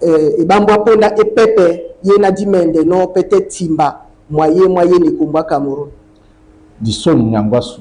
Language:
Duala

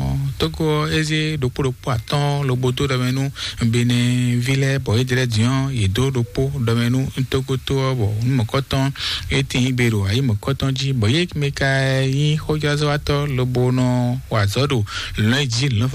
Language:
Fon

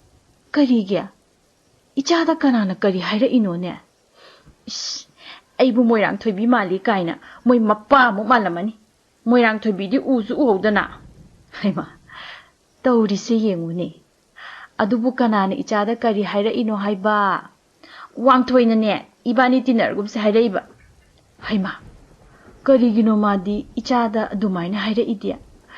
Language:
Manipuri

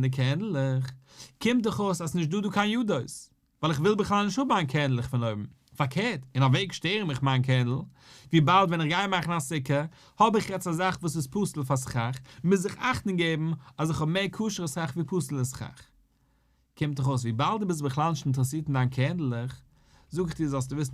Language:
Yiddish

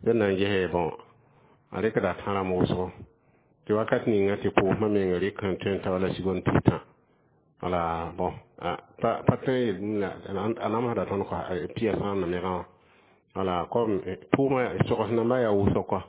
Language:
Mossi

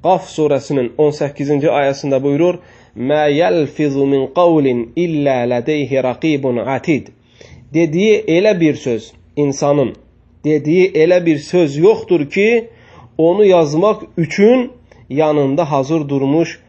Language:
Azerbaijani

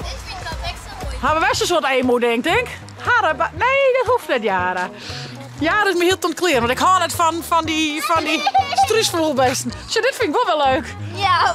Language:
Western Frisian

